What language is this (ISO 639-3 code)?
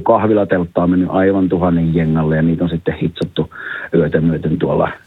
fin